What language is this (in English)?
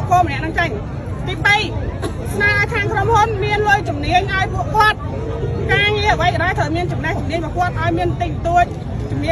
Khmer